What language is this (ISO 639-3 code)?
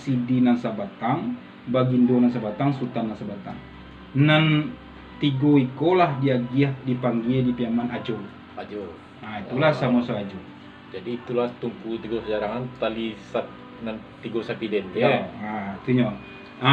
min